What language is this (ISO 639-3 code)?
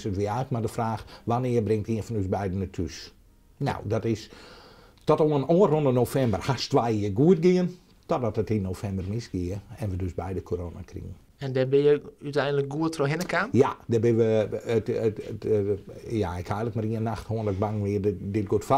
fry